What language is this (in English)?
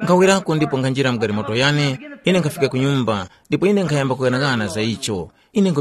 Tumbuka